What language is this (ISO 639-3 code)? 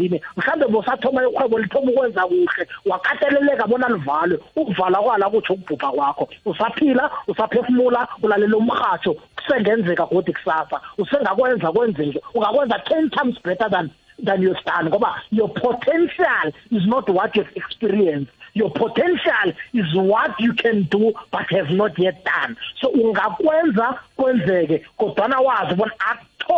nbl